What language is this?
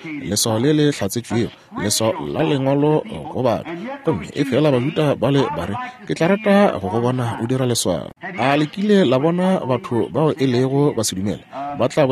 Northern Sotho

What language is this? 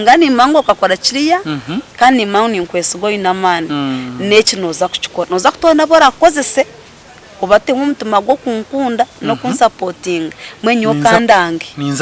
Nyankole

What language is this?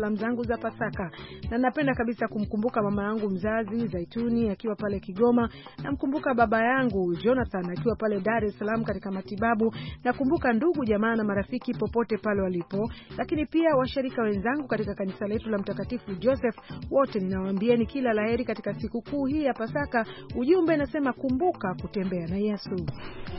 Swahili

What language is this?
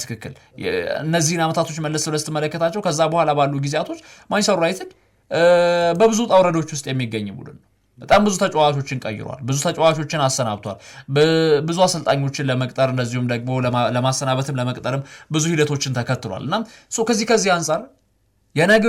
Amharic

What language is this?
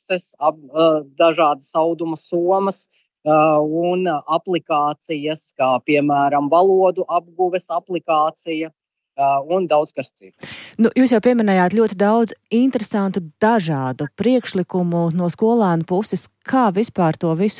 Latvian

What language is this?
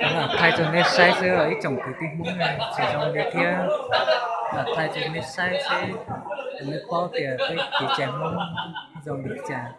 Hmong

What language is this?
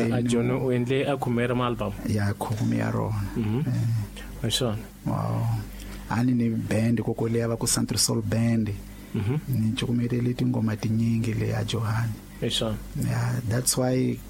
Tsonga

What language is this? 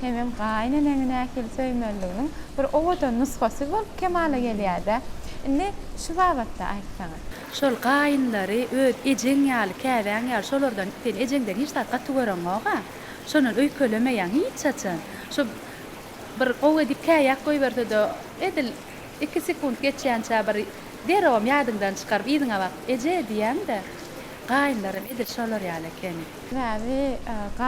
Turkmen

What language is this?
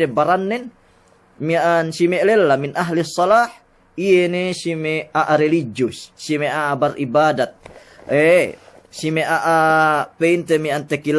Yakan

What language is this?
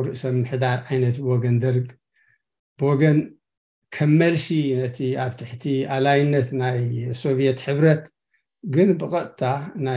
Tigrinya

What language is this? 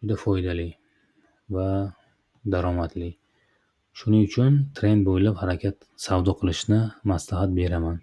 Uzbek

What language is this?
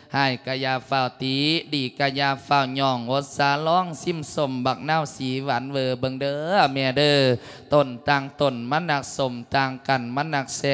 Lao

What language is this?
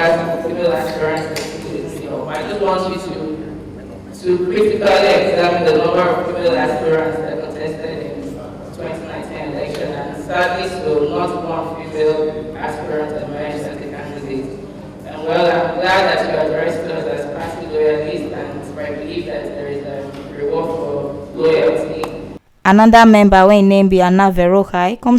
Nigerian Pidgin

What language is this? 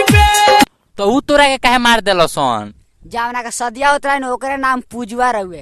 Bhojpuri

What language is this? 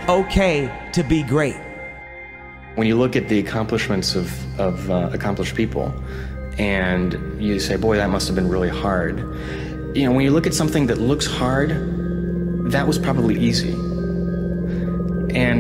English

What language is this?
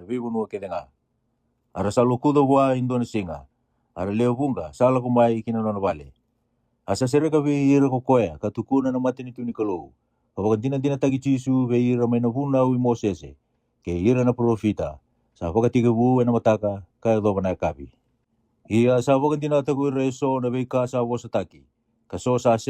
Fijian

